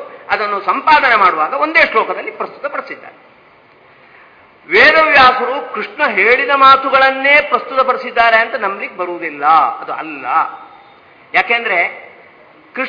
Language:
Kannada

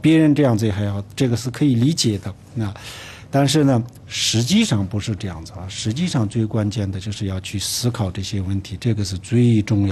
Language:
Chinese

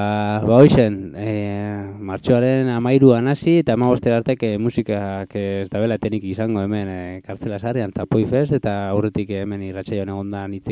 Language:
Basque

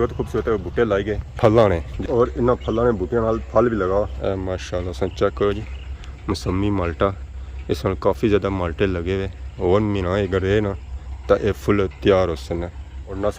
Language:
Pahari-Potwari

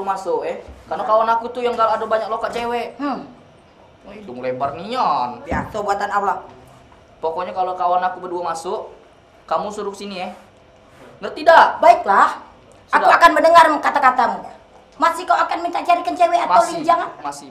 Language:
Musi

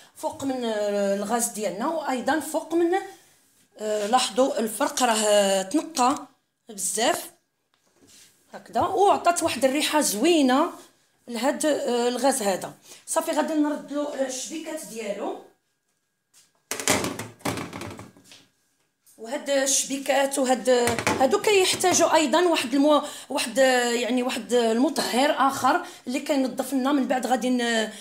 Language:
Moroccan Arabic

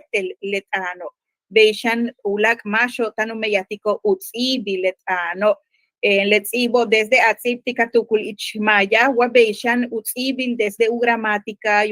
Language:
Yucateco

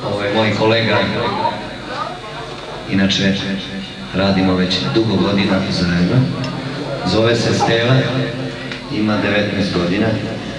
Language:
Serbian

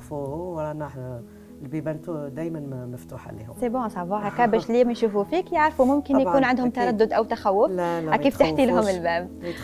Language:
Algerian Arabic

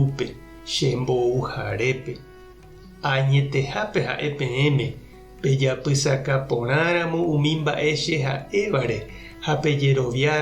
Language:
Guarani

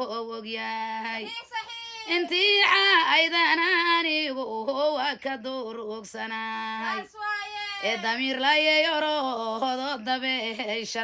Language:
Somali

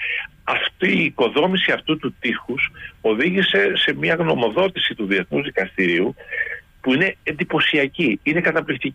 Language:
Greek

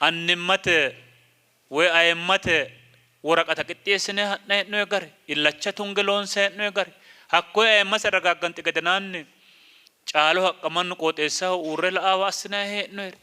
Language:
Sidamo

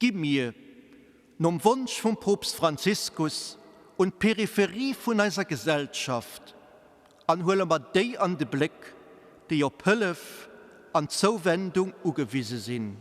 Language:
Luxembourgish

